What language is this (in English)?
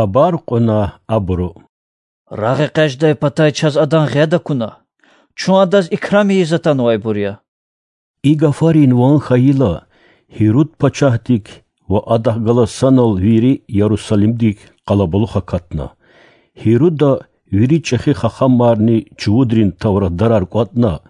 Lezghian